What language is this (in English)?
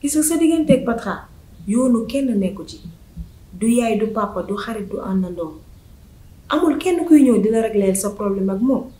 Wolof